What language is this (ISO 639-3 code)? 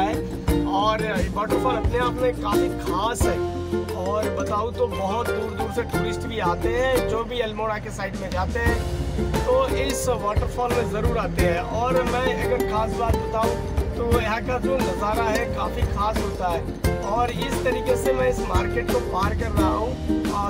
hin